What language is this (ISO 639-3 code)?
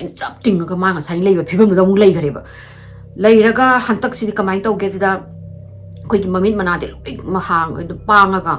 mni